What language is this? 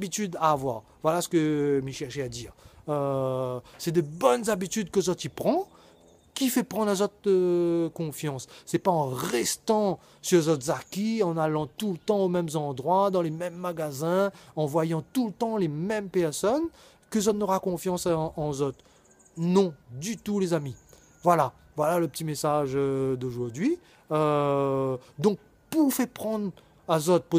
Réunion Creole French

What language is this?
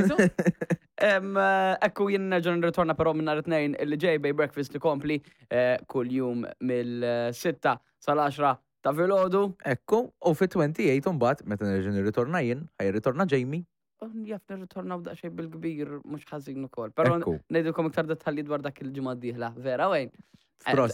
Maltese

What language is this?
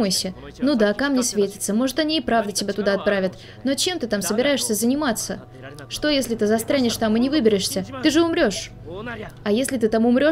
Russian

